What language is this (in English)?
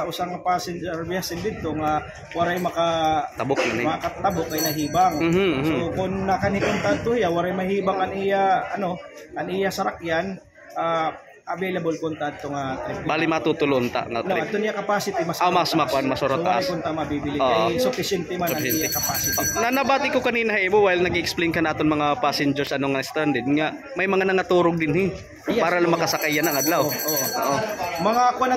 Waray